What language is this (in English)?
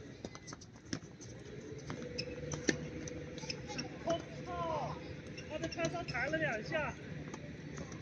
Chinese